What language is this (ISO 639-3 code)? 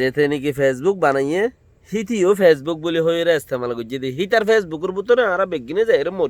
rhg